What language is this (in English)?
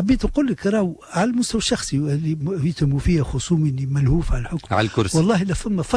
Tunisian Arabic